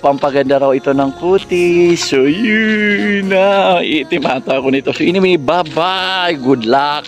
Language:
Maranao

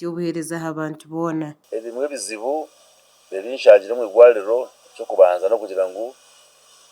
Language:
Nyankole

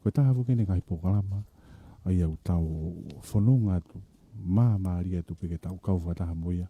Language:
Tongan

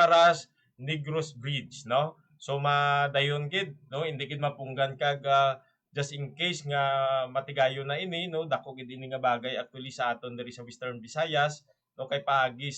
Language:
Hiligaynon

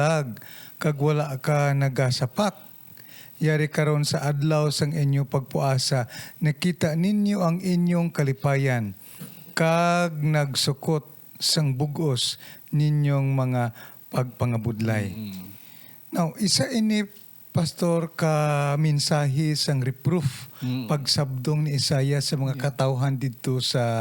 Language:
Hiligaynon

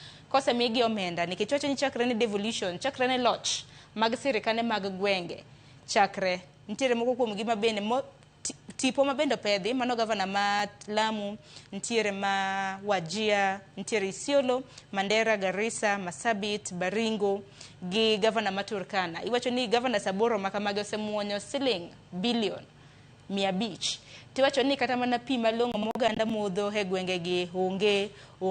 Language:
Luo (Kenya and Tanzania)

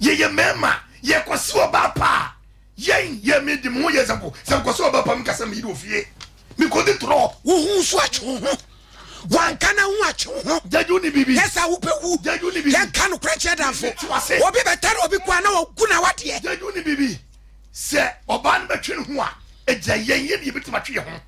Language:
Akan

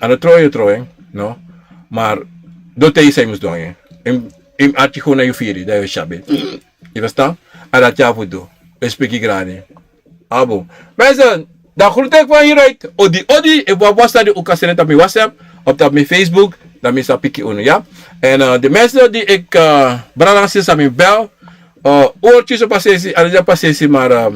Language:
Sranan Tongo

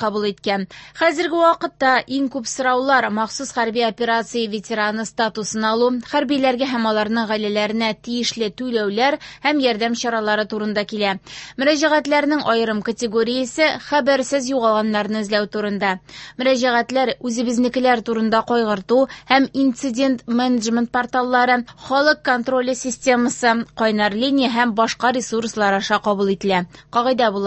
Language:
Tatar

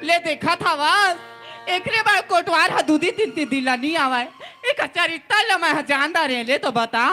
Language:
Chhattisgarhi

